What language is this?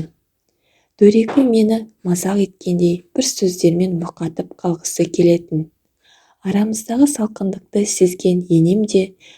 Kazakh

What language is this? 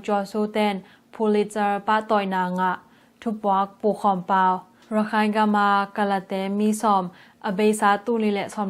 Tedim Chin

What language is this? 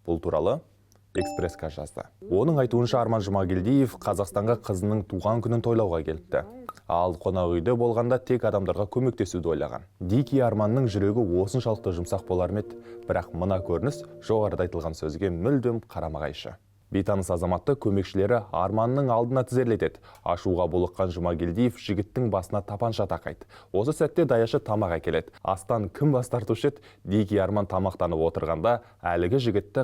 Kazakh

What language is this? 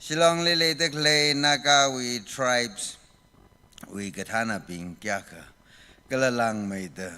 Tangkhul Naga (India)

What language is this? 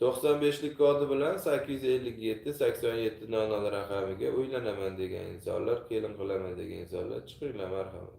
Uzbek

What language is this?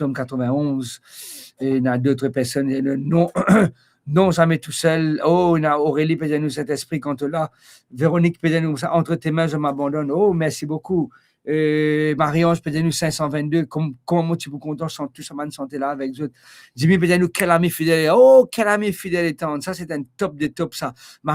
Morisyen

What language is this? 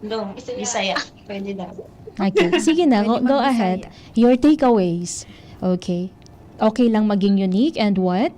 Bikol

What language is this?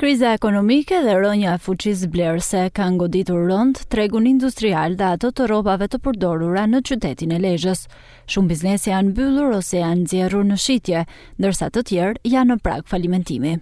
Albanian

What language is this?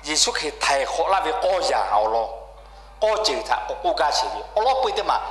Lahu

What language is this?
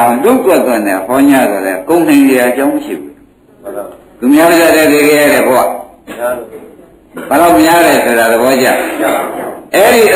Burmese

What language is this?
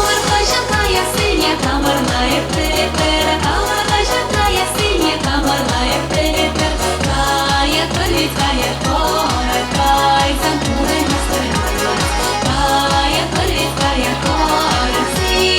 Chuvash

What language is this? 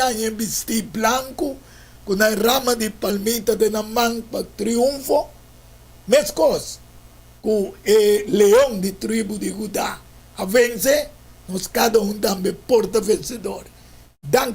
Papiamento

